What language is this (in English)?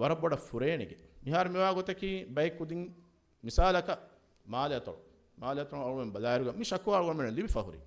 Divehi